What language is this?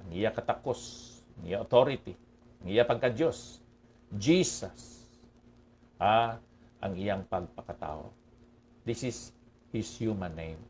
Hiligaynon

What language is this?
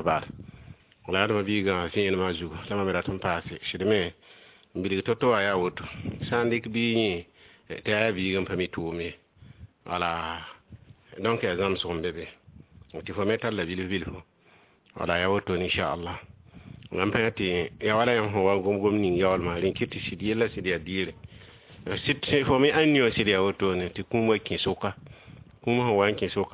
Mossi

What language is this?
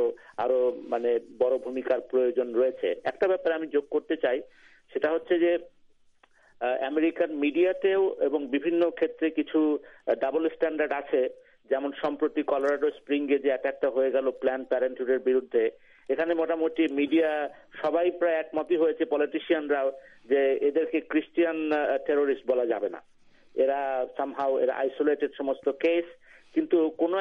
Bangla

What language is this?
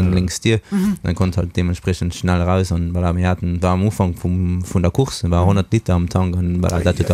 Luxembourgish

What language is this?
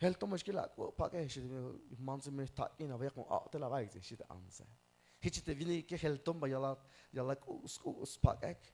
Tzeltal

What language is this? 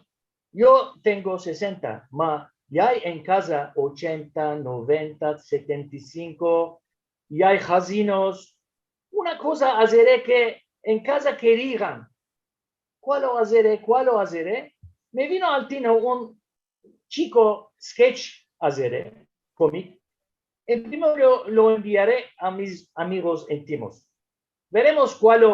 Ladino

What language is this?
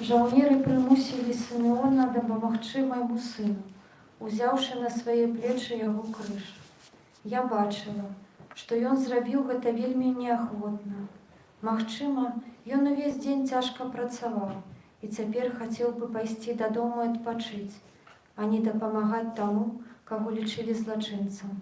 Belarusian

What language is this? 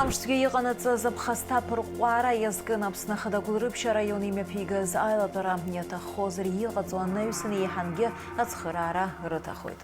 Abkhazian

